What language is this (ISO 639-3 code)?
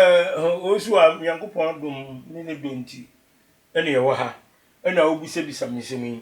aka